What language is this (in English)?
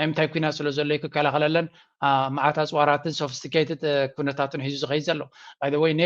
Tigrinya